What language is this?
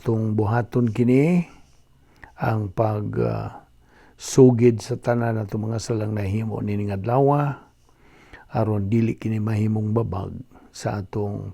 Cebuano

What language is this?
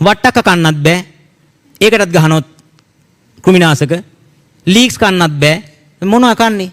Sinhala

